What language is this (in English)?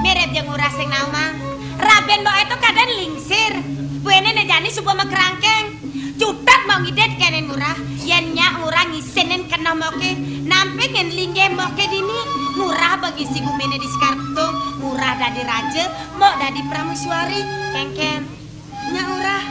Balinese